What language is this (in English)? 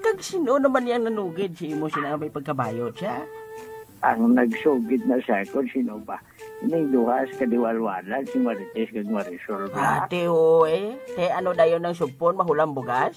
Hiligaynon